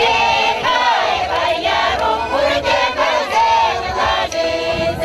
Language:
Chuvash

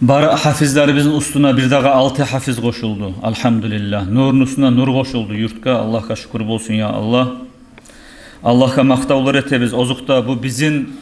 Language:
Kumyk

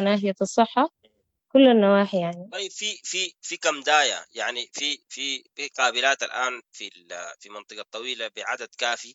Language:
Sudanese Arabic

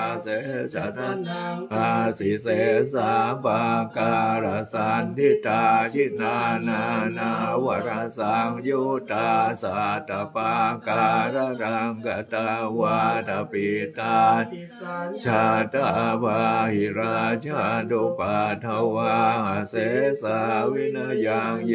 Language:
Pali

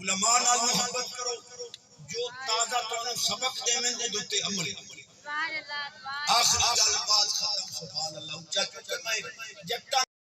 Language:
Saraiki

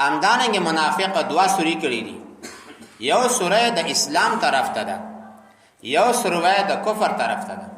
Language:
Pashto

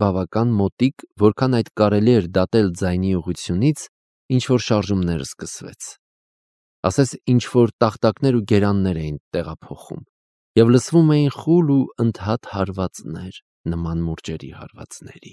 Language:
Armenian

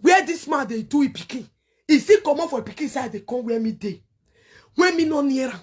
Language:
Nigerian Pidgin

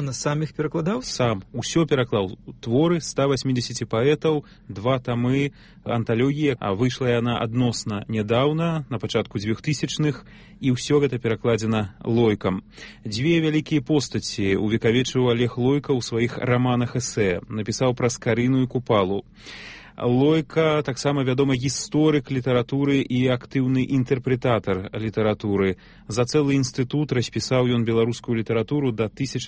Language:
Belarusian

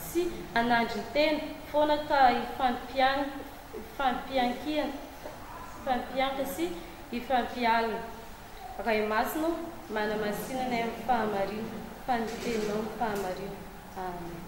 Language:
Malagasy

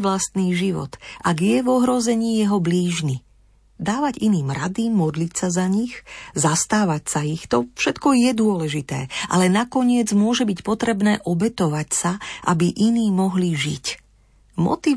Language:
Slovak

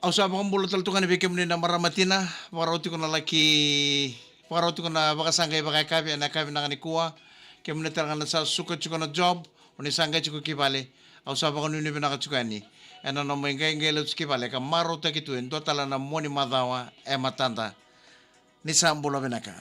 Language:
Fijian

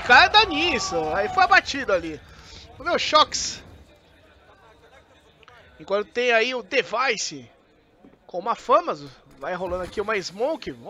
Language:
Portuguese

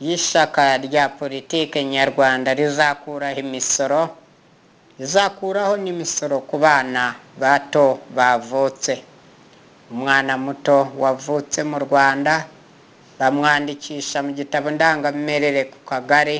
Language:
Kinyarwanda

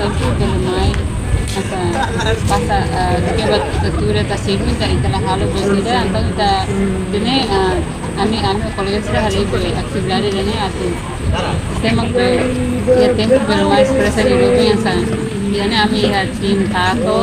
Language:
Tetum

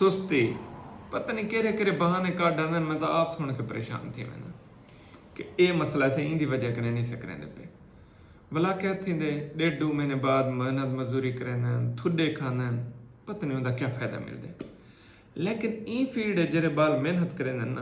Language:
Saraiki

